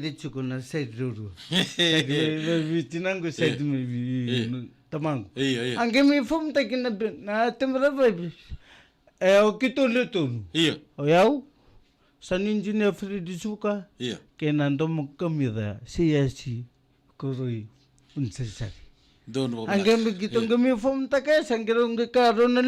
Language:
Fijian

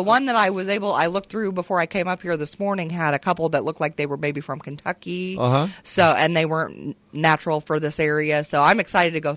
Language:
English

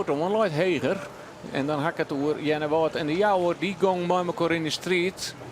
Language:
Western Frisian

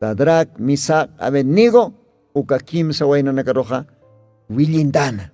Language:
Aymara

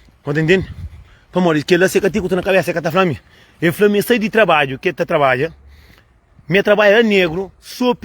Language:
Kabuverdianu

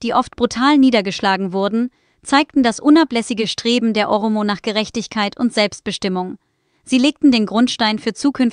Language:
German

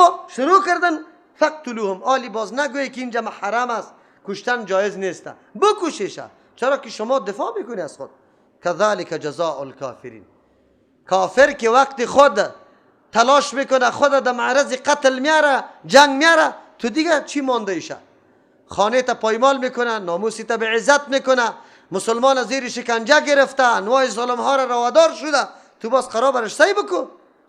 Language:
Persian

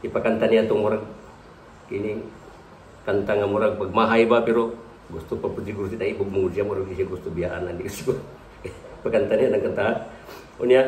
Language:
Cebuano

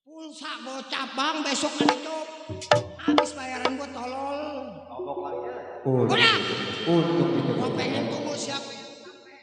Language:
Betawi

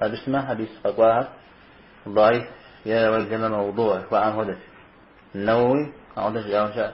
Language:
Kabardian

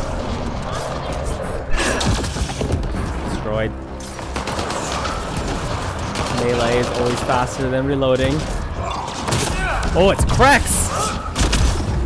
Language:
English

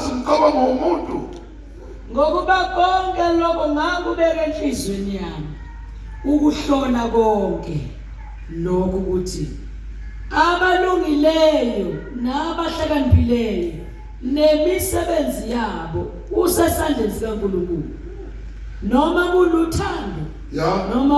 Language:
Zulu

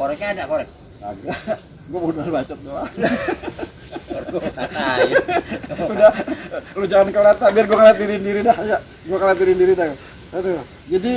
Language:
Betawi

